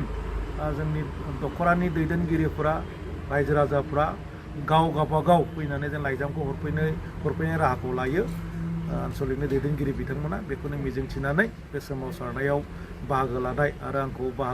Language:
Bodo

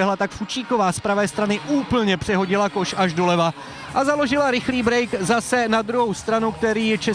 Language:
Czech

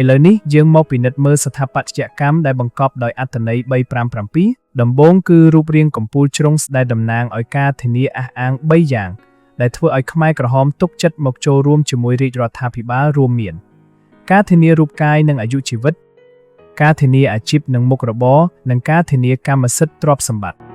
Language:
Khmer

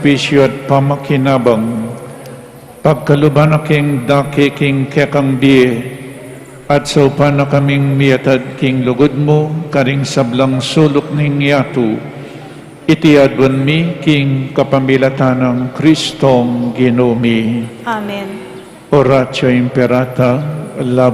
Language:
Pampanga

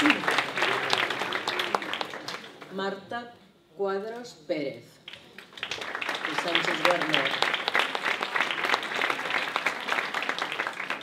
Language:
Catalan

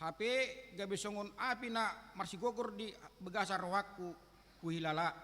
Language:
Batak Toba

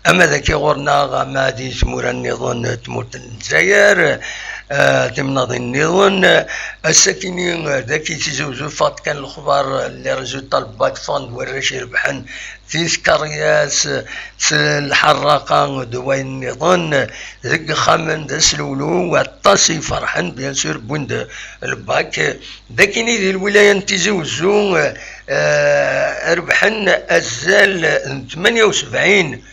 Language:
Kabyle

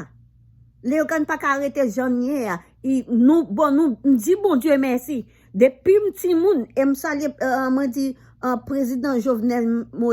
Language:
Haitian Creole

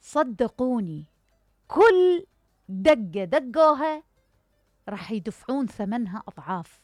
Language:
Mesopotamian Arabic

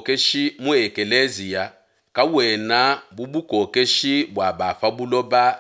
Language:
Luba-Lulua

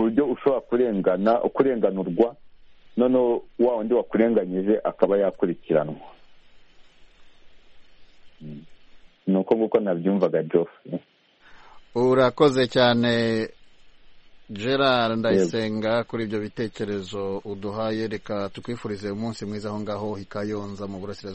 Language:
Kinyarwanda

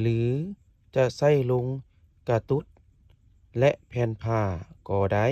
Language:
Lao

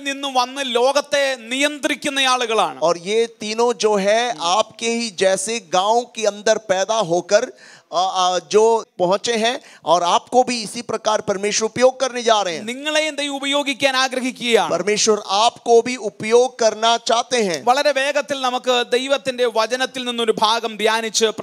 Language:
Malayalam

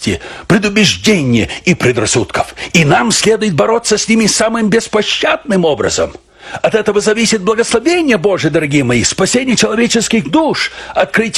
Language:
Russian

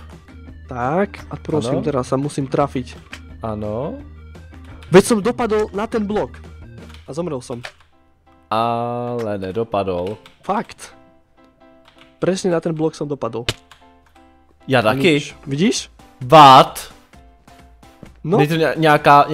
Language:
Czech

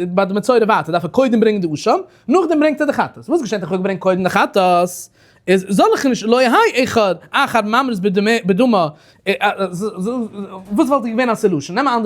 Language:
Yiddish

